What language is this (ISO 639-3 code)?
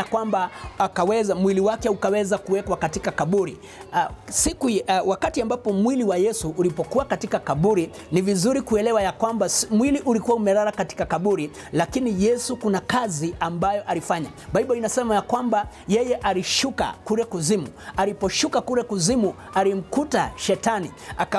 swa